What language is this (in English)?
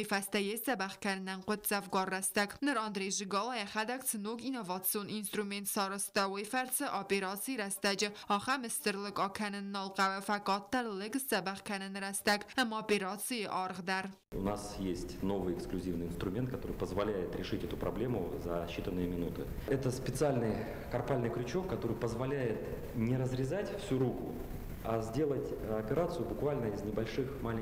Ossetic